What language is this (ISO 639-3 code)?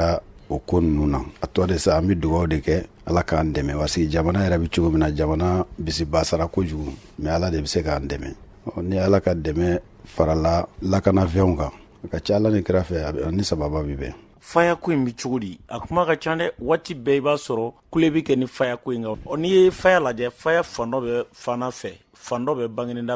bam